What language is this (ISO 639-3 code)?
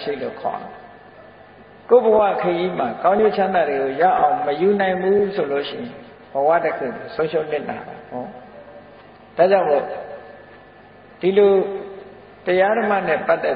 mya